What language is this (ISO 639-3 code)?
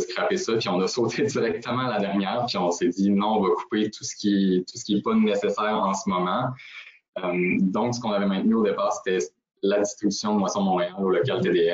fra